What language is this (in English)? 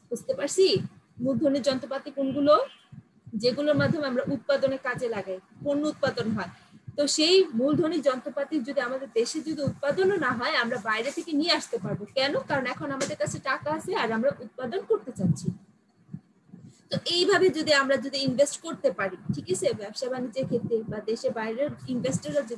Bangla